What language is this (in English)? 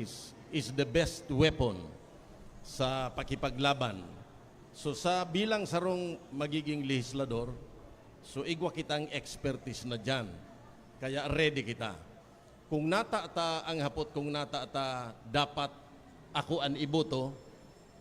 Bikol